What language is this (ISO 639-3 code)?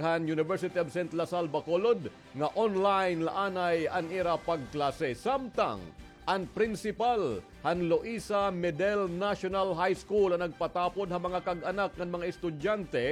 war